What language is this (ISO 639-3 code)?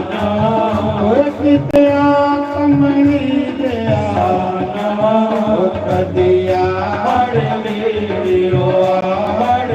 doi